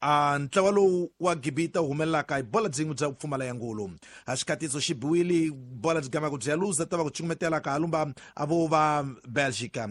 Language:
Tsonga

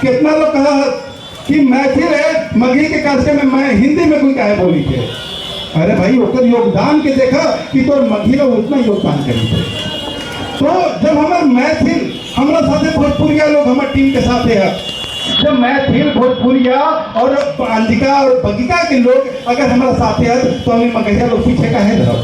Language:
Magahi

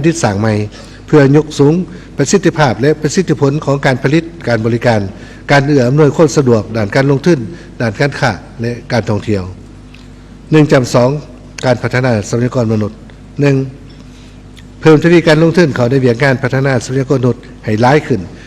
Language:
Lao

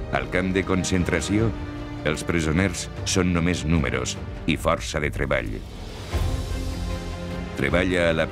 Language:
Catalan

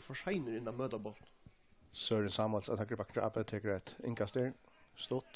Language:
Faroese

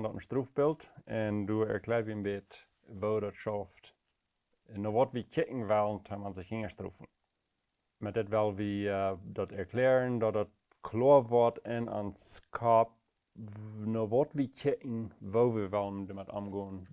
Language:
Plautdietsch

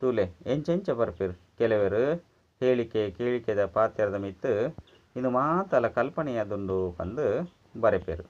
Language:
Tulu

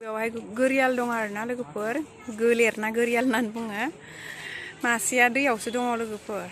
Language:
Bodo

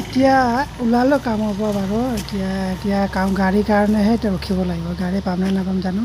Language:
Assamese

